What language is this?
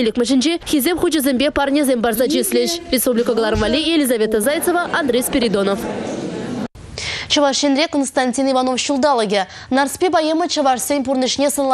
Chuvash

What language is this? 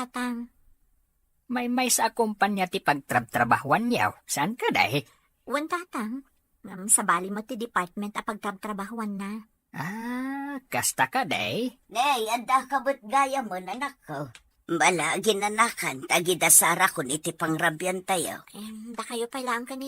Iloko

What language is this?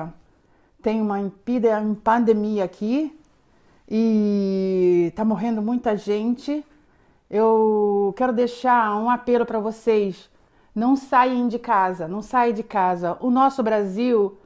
Portuguese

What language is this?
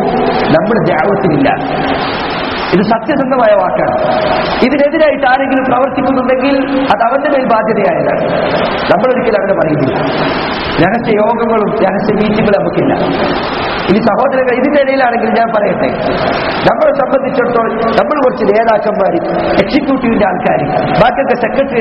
Malayalam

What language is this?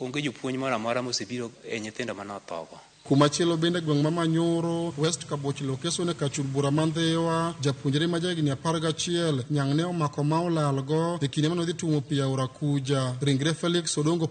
Luo (Kenya and Tanzania)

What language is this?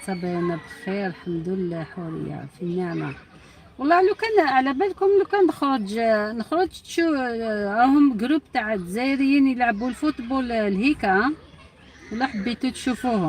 Algerian Arabic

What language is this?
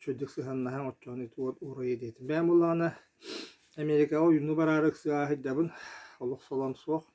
Yakut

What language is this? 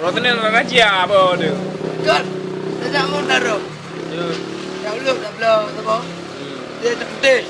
Achinese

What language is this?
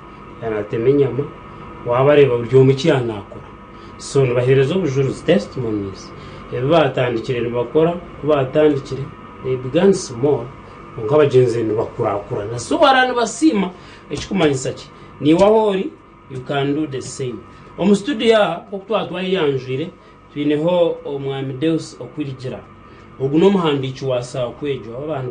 Nyankole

